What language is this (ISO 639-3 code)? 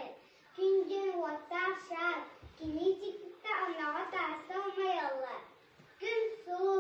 sah